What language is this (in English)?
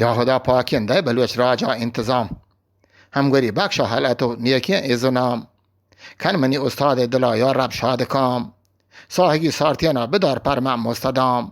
Eastern Balochi